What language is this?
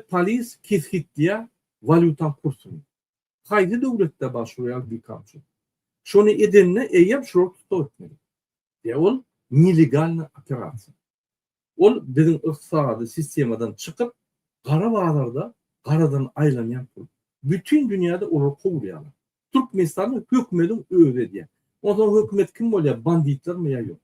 Turkmen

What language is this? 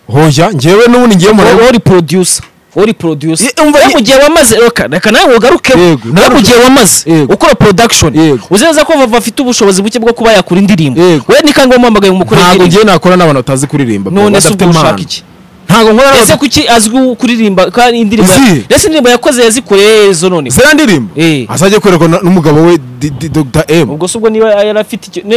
Kinyarwanda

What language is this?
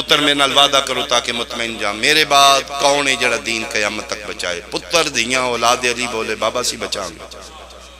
Pahari-Potwari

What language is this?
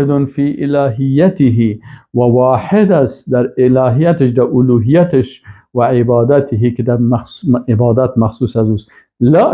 Persian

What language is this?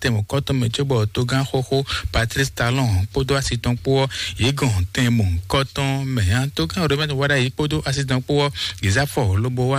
Fon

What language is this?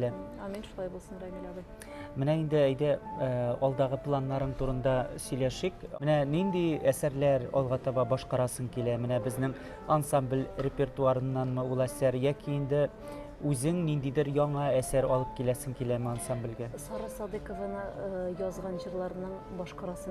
Tatar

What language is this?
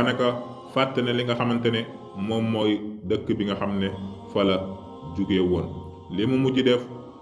Wolof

